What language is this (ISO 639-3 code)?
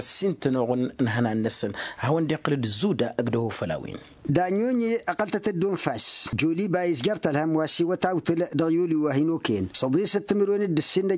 taq